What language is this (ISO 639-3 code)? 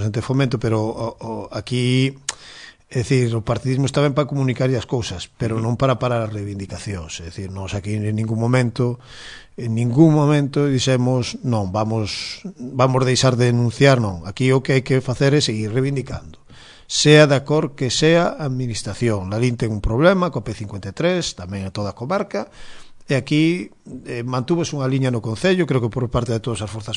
glg